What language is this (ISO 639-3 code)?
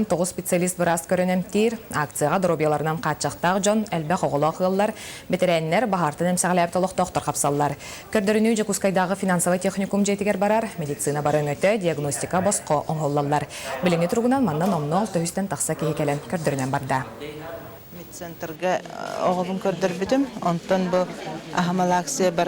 sah